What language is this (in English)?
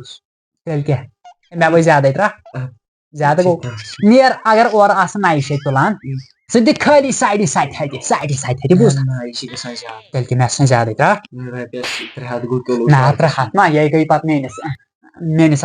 Kashmiri